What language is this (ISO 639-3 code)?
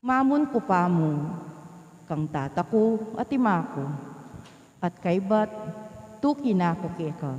pam